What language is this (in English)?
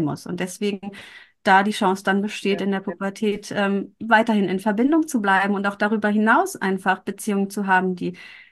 German